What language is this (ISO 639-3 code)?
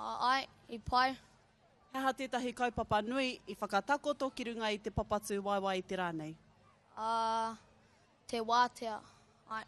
mri